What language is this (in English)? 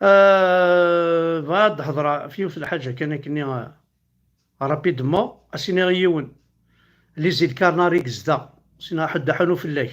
Kabyle